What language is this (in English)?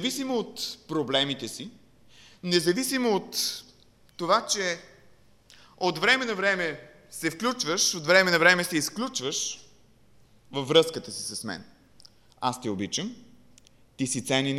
Bulgarian